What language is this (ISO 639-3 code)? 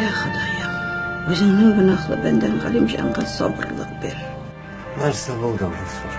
tat